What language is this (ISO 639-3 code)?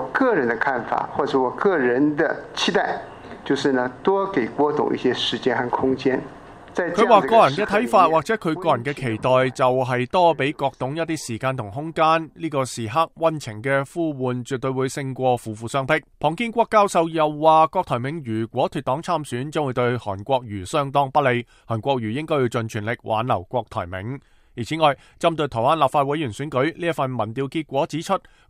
yue